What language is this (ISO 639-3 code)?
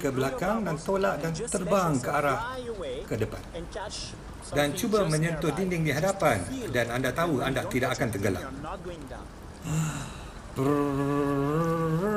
msa